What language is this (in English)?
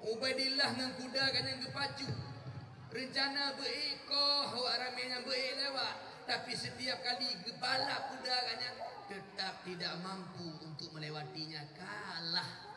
Achinese